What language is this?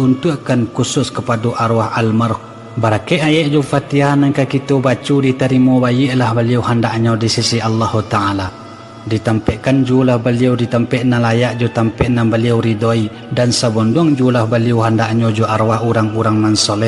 Minangkabau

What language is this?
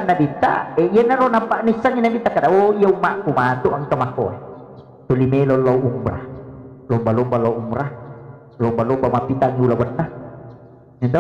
Buginese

